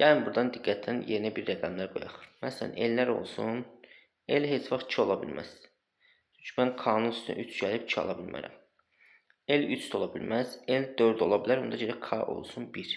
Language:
Azerbaijani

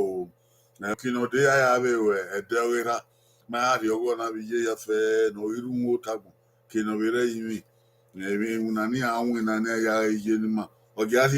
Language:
Bini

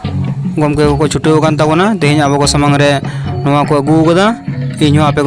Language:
Santali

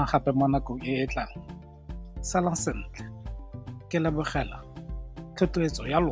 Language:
Tswana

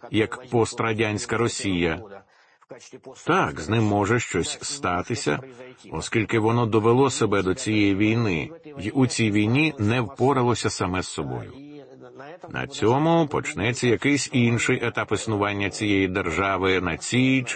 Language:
Ukrainian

